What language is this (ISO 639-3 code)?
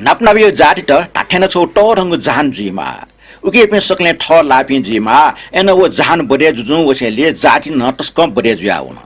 new